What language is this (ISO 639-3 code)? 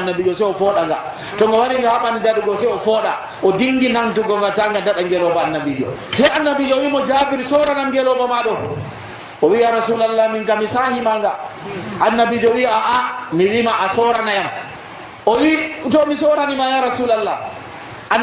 fuv